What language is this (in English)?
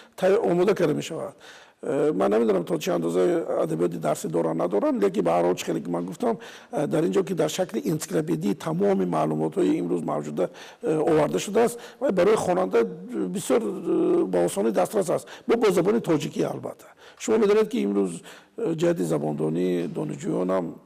Tajik